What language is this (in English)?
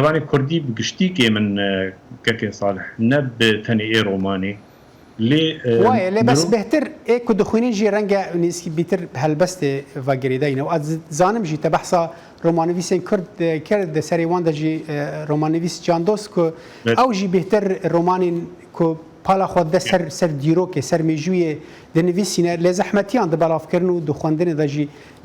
Kurdish